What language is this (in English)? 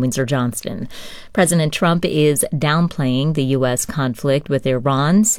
English